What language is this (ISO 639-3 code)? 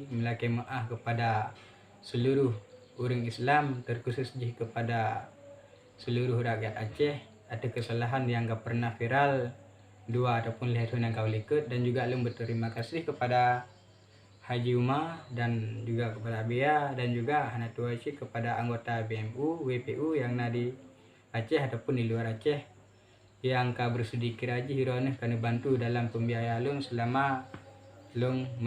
ace